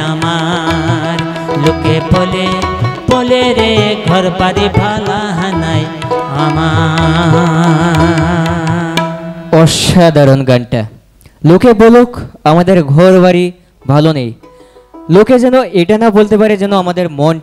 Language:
Bangla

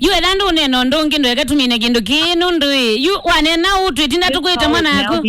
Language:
Kamba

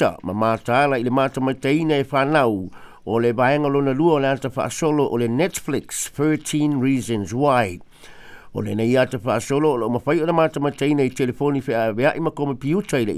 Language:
Samoan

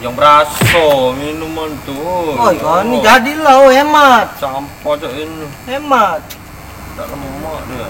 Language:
Musi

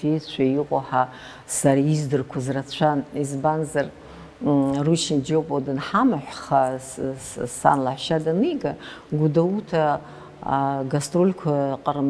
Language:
Abkhazian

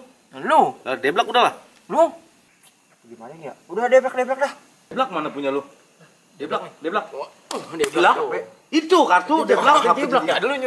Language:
Betawi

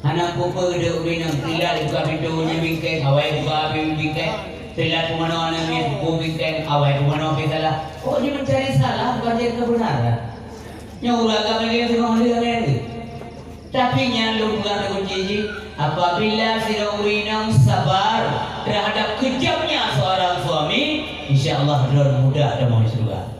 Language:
Achinese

